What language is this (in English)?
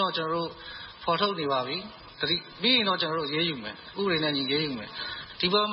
Burmese